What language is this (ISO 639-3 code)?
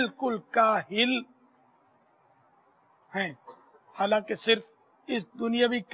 urd